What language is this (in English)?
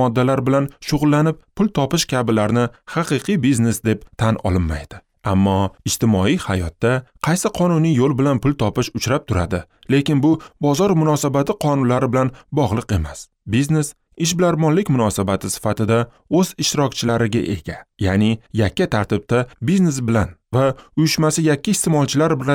Uzbek